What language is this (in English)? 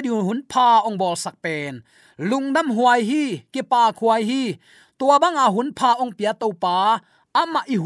Tedim Chin